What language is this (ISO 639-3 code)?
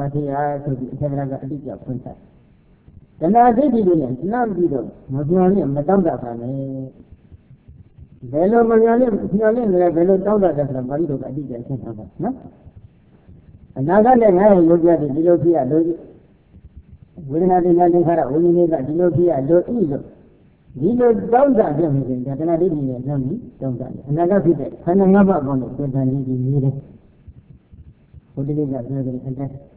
mya